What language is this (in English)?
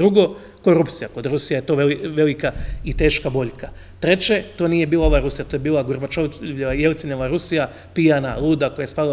Croatian